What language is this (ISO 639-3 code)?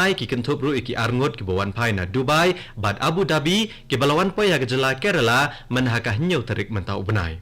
kha